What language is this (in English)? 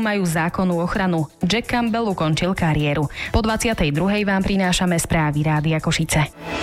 Slovak